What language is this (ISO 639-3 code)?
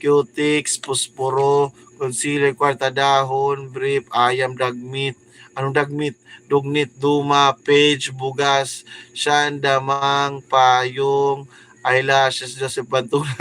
war